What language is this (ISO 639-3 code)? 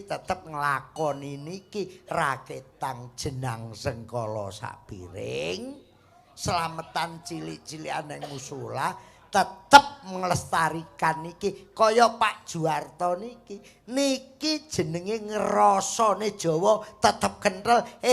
jav